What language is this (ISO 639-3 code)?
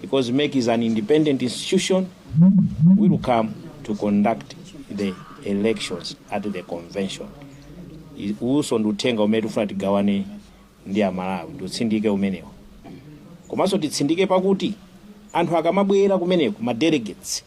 nya